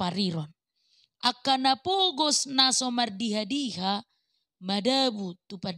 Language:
Batak Toba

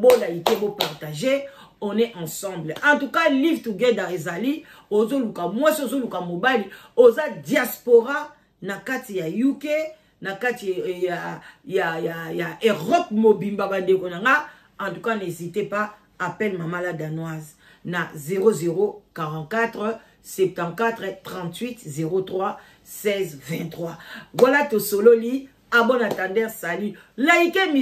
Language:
Lingala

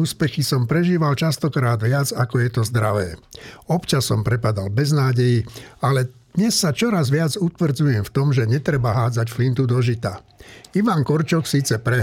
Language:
Slovak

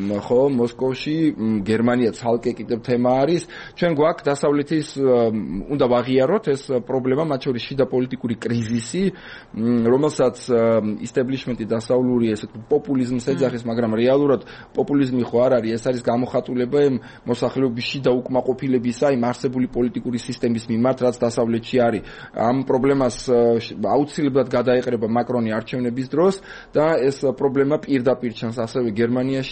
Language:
Georgian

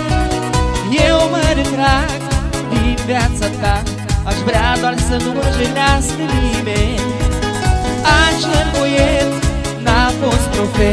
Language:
Romanian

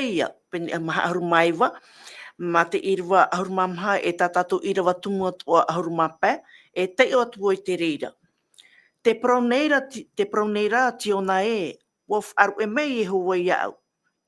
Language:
Tahitian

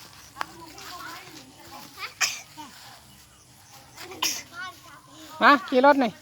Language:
Lao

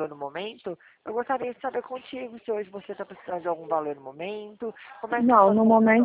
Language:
Portuguese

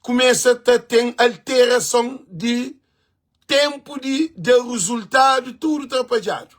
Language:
Kabuverdianu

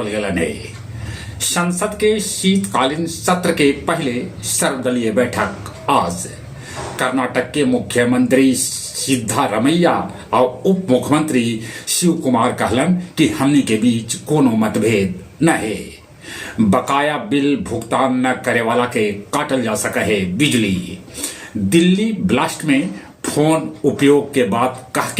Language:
Magahi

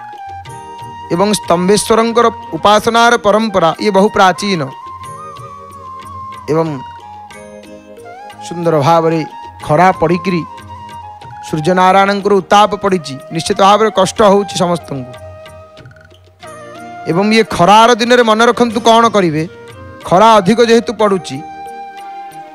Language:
Odia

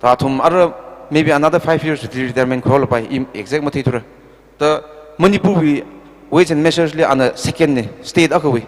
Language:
Tangkhul Naga (India)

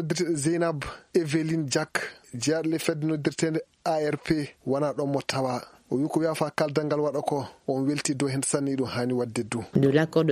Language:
Fula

